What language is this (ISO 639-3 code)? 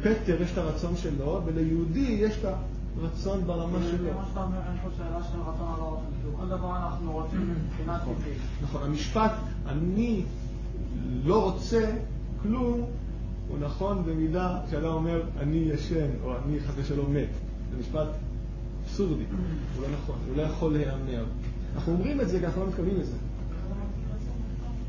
heb